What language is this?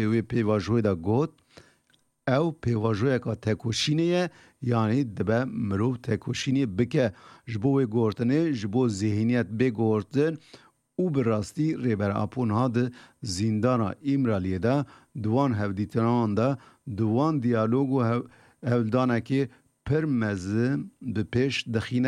Kurdish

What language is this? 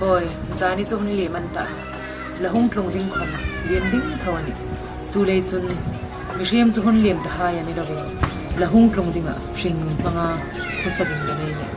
Hmar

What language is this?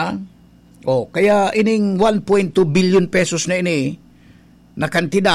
Bikol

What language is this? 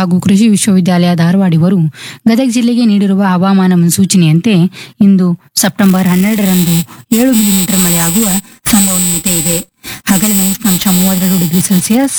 Kannada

